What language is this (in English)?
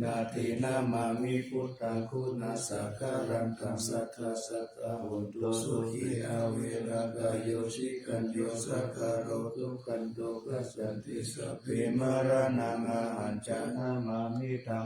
Pali